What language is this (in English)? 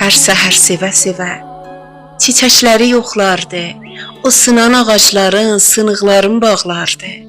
South Azerbaijani